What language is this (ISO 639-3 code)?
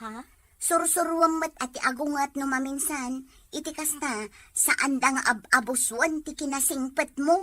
ilo